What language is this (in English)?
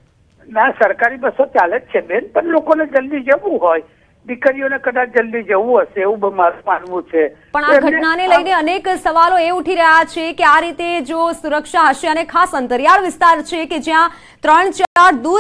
Gujarati